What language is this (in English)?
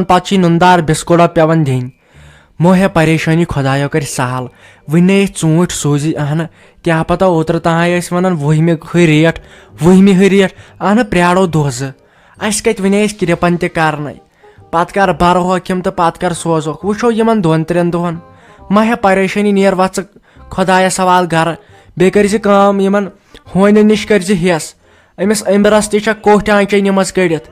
Kashmiri